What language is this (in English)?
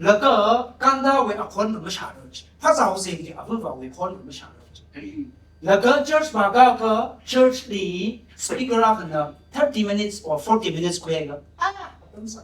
Tangkhul Naga (India)